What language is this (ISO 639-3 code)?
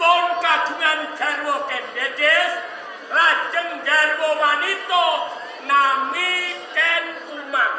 jav